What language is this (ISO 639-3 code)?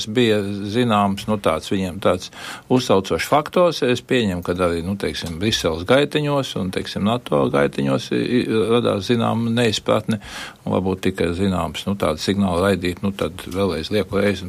lav